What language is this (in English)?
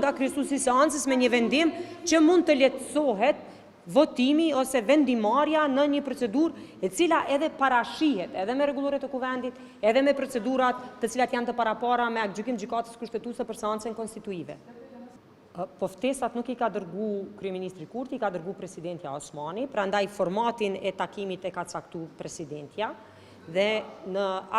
Albanian